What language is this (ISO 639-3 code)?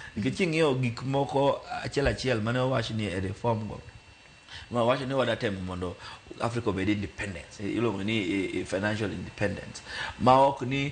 luo